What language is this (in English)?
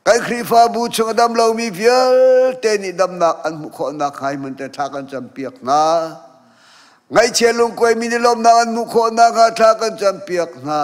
Hakha Chin